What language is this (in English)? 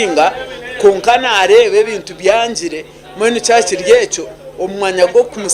Nyankole